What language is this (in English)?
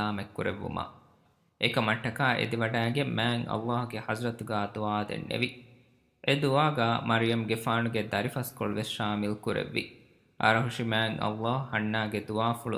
Divehi